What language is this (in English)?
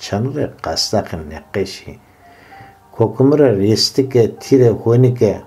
Zaza